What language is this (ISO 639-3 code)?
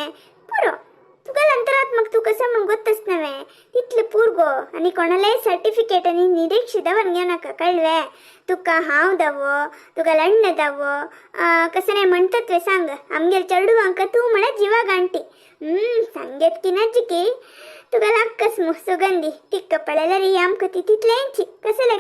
kok